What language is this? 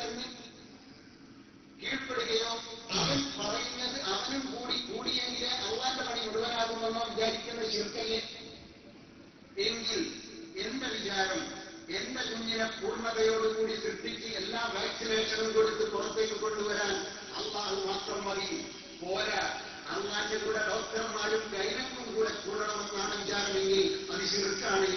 Malayalam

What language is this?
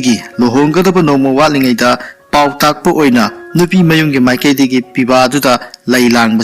Manipuri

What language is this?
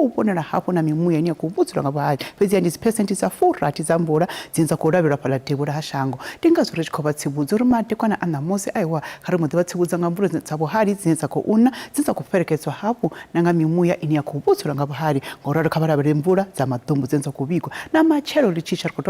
Venda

